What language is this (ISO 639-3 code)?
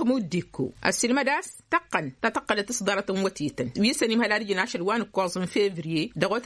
taq